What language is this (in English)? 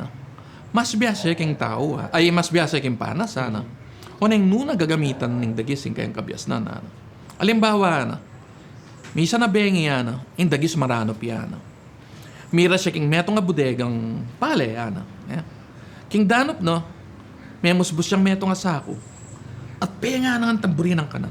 Pampanga